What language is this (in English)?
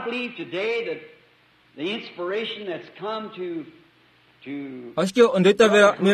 Kuanyama